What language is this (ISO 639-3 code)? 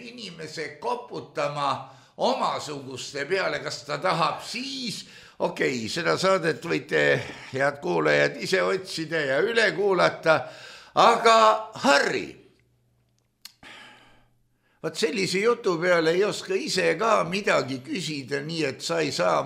est